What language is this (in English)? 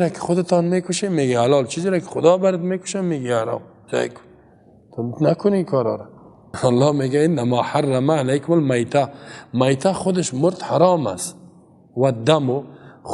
Persian